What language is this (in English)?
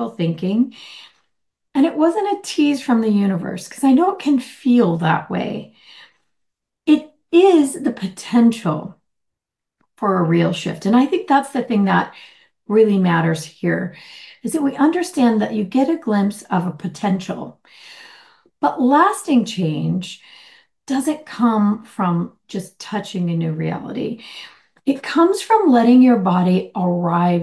English